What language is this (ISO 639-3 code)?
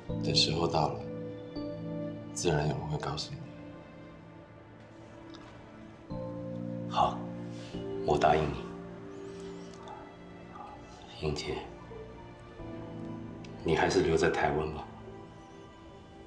zho